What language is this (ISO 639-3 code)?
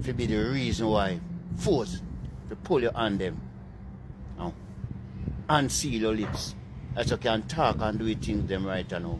jam